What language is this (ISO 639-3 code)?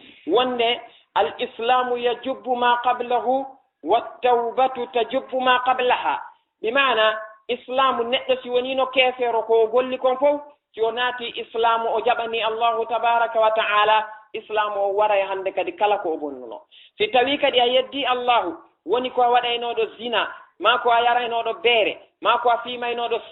ful